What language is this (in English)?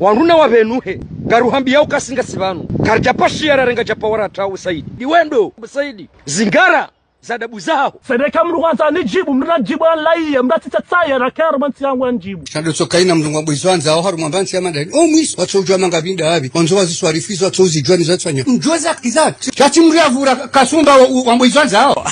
Ngazidja Comorian